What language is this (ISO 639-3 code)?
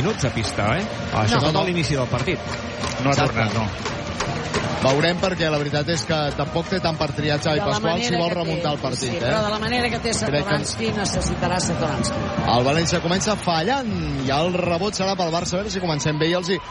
cat